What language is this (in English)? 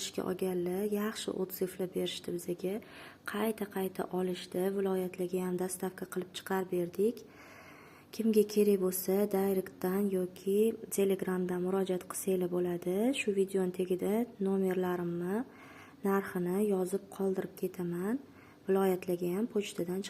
Uzbek